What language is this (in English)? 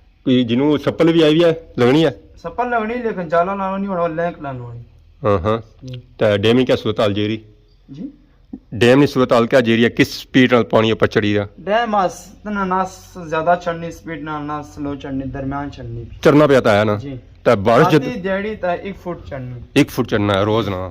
Pahari-Potwari